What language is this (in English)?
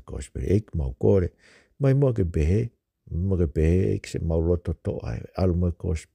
Tongan